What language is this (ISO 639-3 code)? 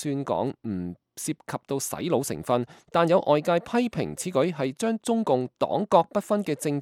yue